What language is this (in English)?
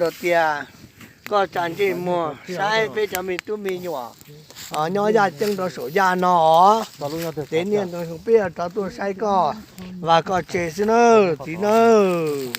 Hmong